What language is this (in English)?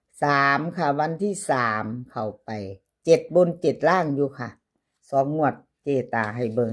Northeastern Thai